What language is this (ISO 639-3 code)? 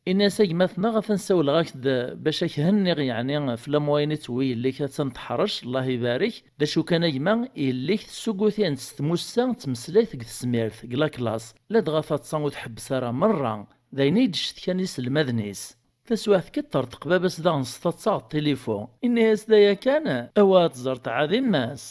kab